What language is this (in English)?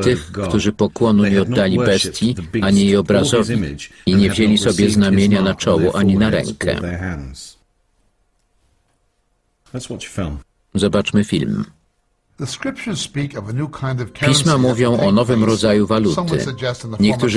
Polish